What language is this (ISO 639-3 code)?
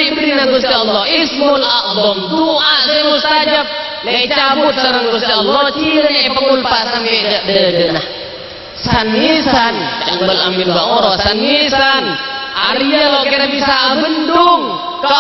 mad